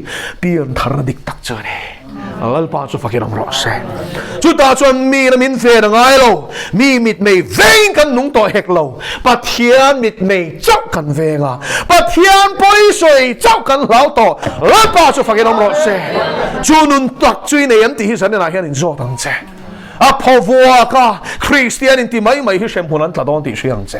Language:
Mizo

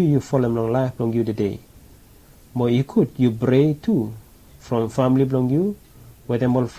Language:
Bislama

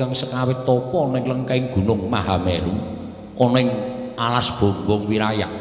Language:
Javanese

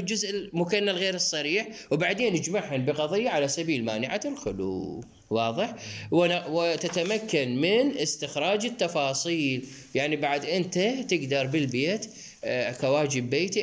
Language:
Mesopotamian Arabic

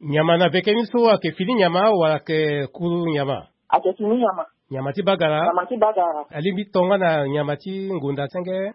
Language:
Sango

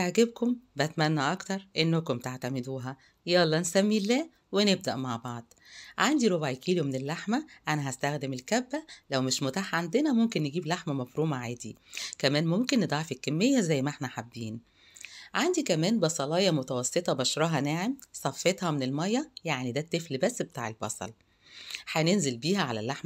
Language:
Egyptian Arabic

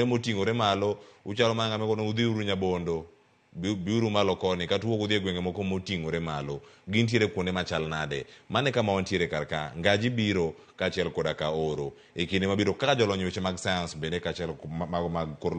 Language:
Luo (Kenya and Tanzania)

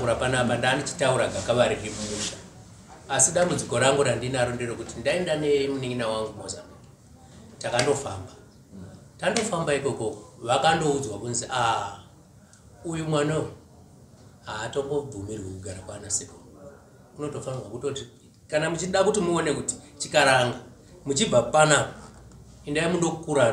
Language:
Shona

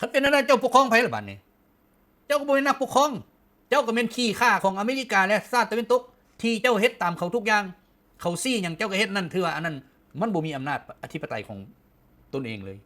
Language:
Lao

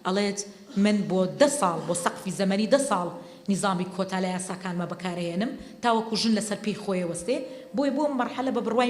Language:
Central Kurdish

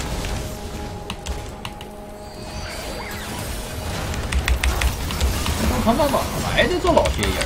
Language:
Chinese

